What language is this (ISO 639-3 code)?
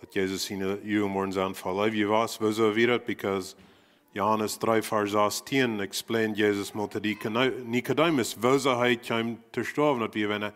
pdt